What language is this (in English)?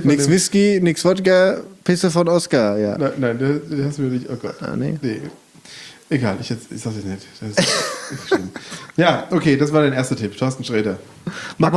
German